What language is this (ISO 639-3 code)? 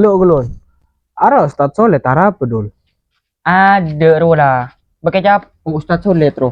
mad